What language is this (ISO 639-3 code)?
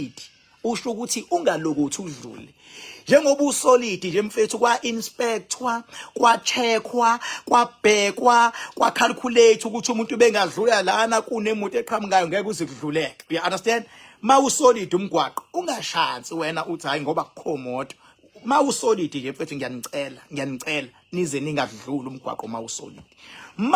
zul